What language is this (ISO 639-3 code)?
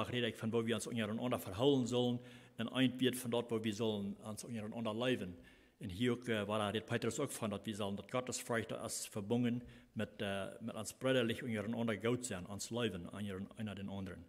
pdt